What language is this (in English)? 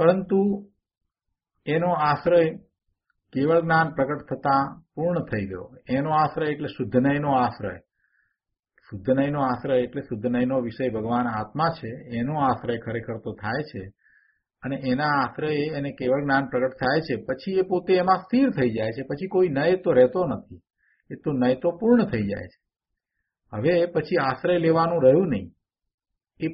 Gujarati